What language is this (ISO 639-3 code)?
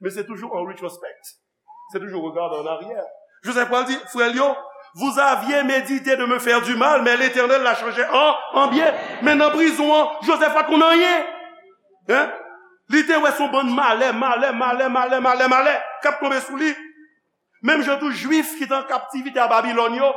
hat